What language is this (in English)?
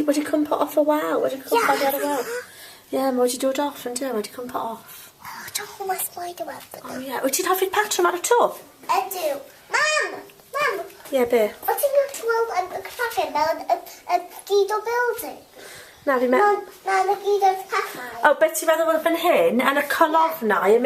Welsh